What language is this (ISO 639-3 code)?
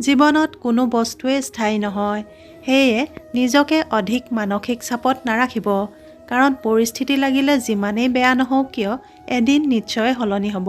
asm